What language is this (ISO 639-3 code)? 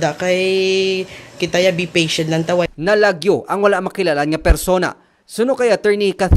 hil